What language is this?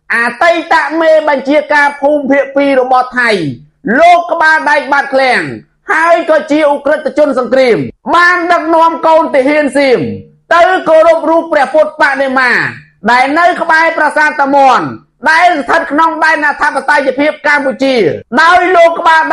Khmer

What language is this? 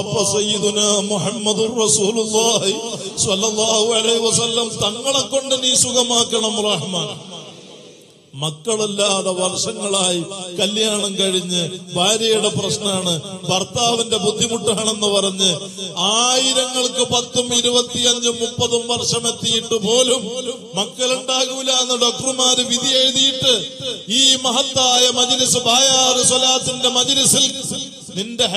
Malayalam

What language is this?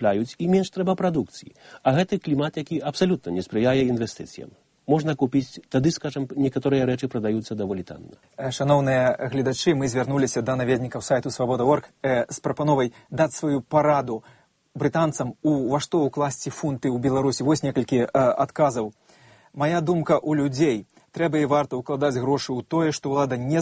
Belarusian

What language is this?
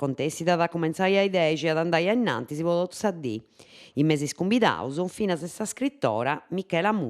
Sardinian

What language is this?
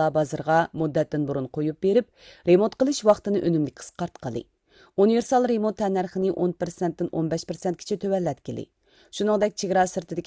Uyghur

